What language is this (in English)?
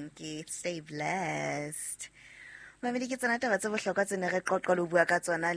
Southern Sotho